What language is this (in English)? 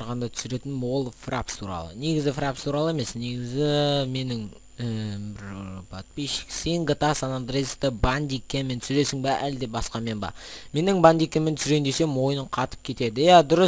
Kazakh